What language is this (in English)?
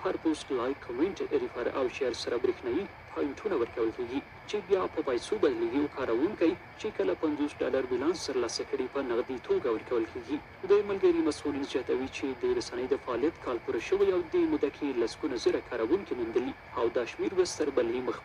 Pashto